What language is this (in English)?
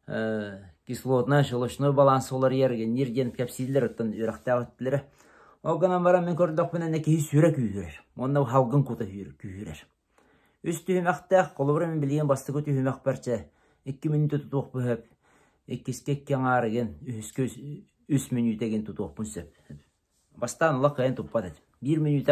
Yakut